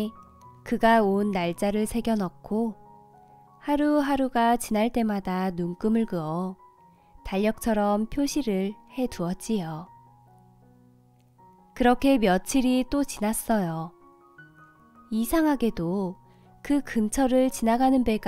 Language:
Korean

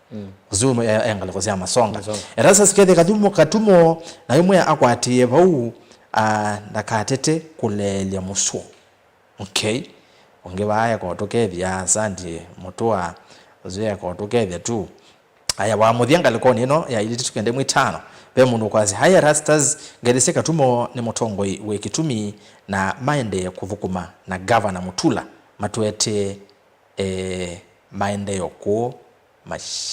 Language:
Kamba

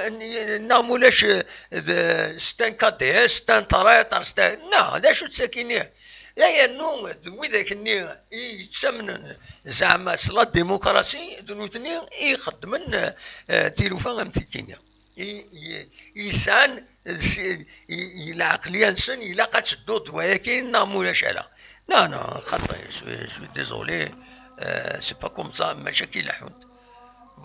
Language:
Kabyle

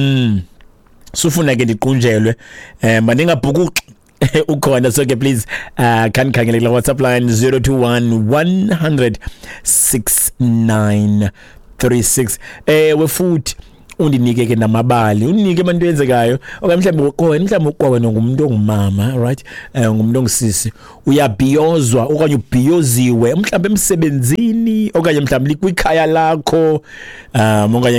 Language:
Xhosa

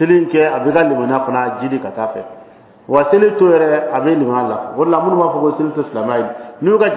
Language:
Dyula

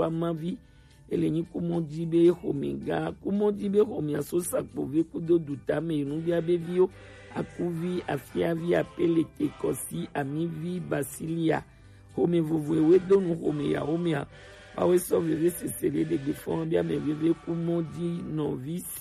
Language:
Gen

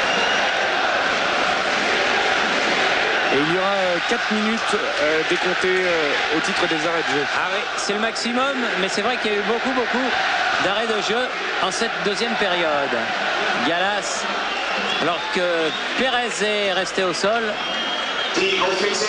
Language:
French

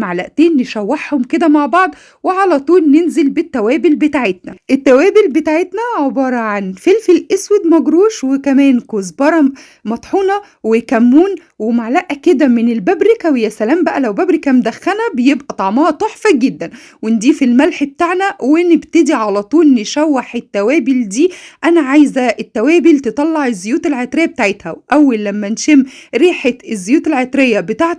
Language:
Egyptian Arabic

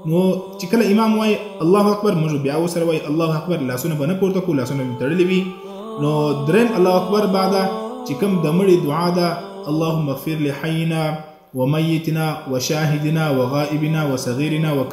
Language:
Pashto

